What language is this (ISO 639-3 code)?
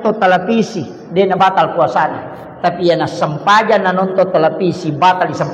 bug